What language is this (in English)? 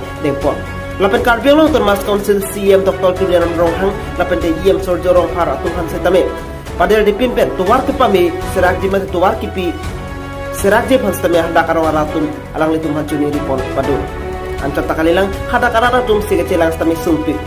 Karbi